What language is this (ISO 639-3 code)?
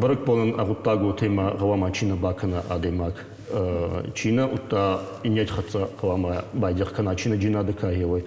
oss